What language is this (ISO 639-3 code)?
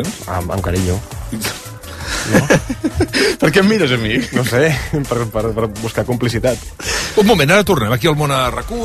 cat